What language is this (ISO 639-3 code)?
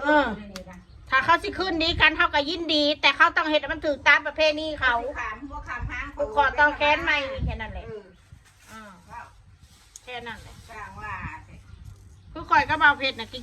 tts